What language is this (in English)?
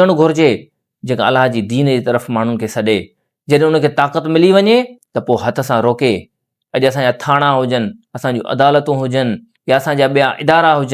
Sindhi